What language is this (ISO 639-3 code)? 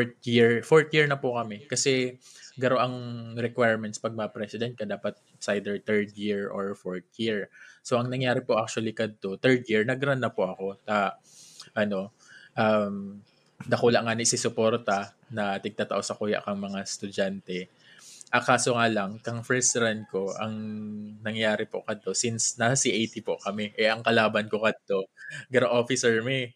bik